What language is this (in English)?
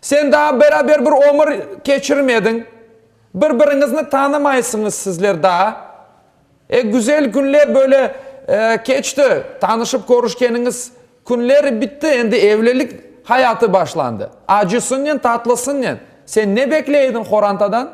Crimean Tatar